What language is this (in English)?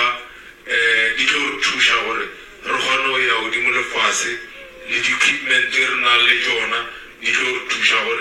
Northern Sotho